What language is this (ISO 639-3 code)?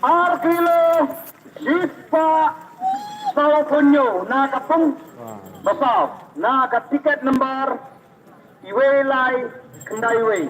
kha